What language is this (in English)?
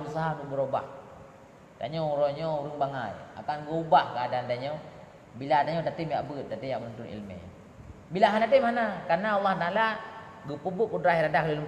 Achinese